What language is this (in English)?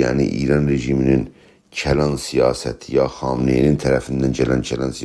South Azerbaijani